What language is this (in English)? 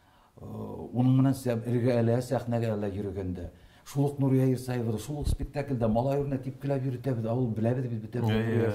Bashkir